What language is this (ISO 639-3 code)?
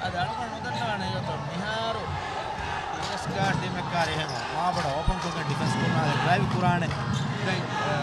div